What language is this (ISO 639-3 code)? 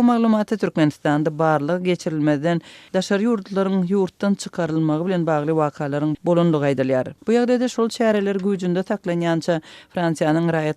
tuk